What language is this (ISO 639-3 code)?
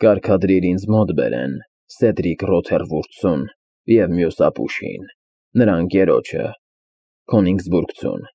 hye